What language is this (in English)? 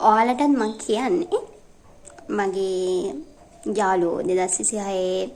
Sinhala